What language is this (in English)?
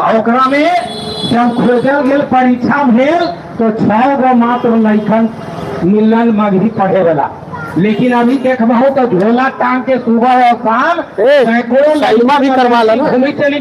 Magahi